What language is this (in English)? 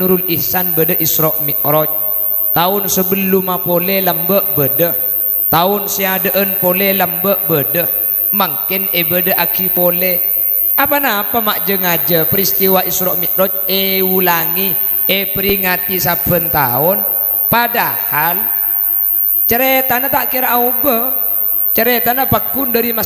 Madurese